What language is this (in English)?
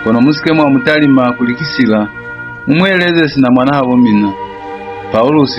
Lozi